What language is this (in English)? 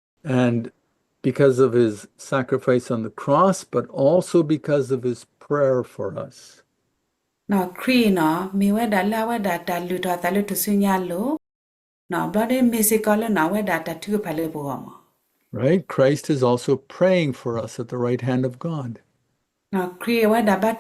S'gaw Karen